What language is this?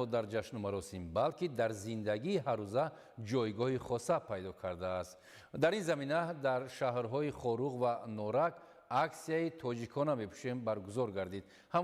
Tajik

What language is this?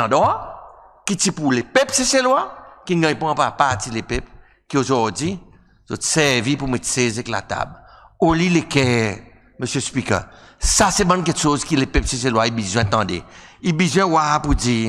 Seselwa Creole French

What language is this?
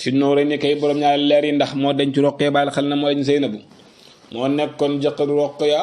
Wolof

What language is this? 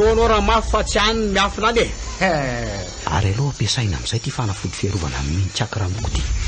Malagasy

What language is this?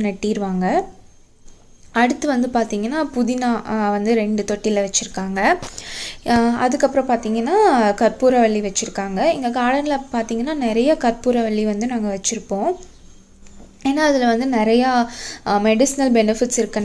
Tamil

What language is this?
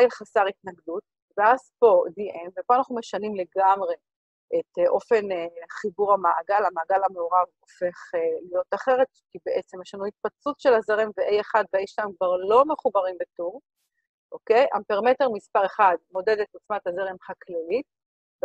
Hebrew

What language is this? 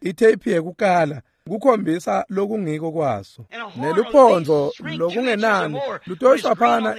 Swati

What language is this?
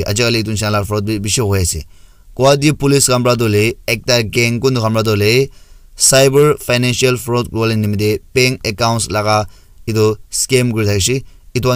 Naga Pidgin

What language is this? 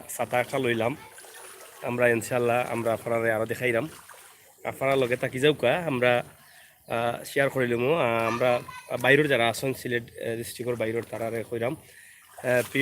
Sylheti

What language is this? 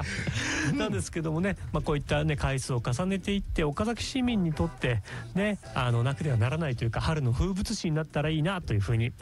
Japanese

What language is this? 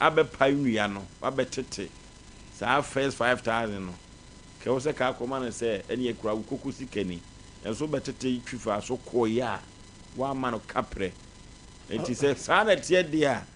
Akan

